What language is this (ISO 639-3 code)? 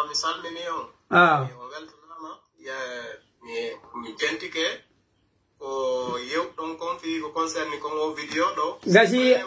fuf